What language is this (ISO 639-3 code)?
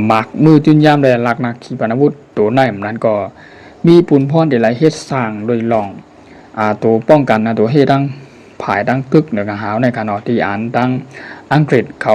shn